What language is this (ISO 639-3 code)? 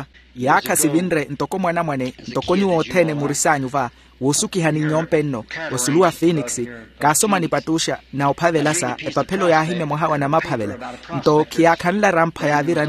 vmw